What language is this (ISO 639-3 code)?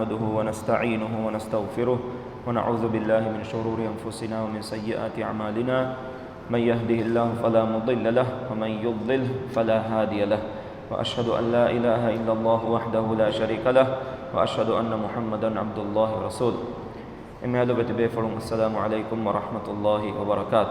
div